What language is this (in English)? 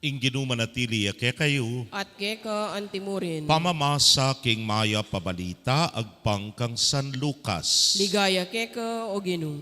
Pampanga